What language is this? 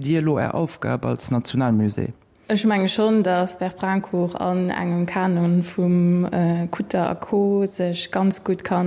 Luxembourgish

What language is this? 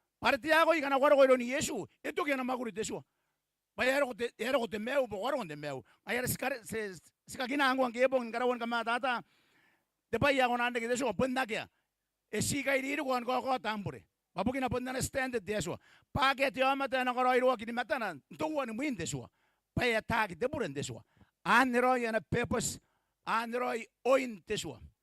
Gilbertese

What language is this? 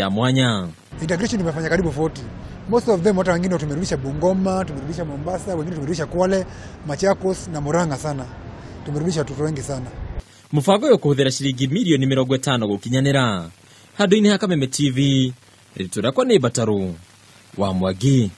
Kikuyu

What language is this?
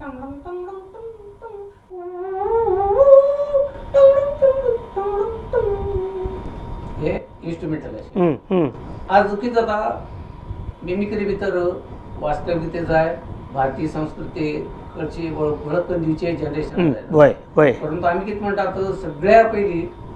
Konkani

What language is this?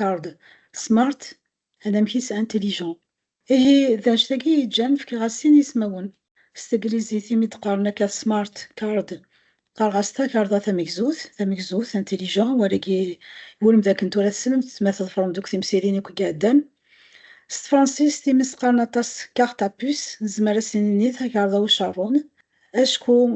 Kabyle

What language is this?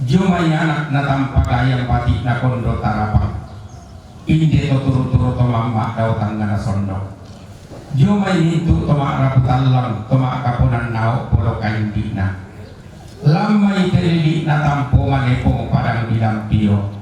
Toraja-Sa'dan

